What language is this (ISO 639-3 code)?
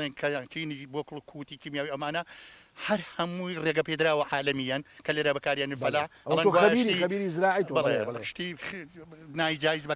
ckb